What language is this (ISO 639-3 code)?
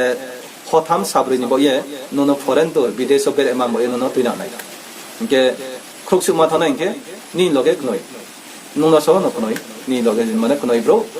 ria